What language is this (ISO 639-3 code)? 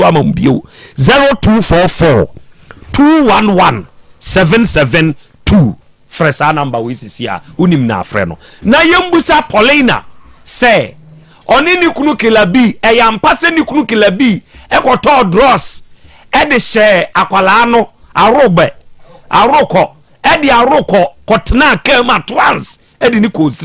aka